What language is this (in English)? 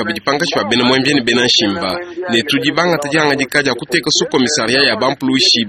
Luba-Lulua